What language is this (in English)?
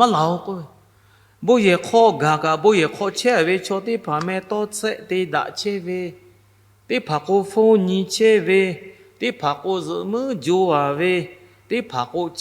Lahu